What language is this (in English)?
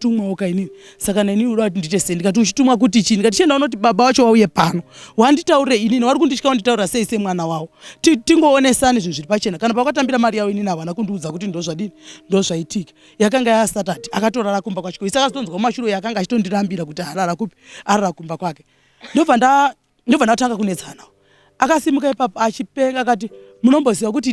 Shona